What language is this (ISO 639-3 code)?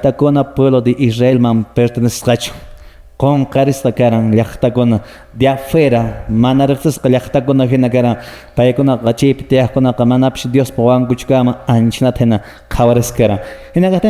que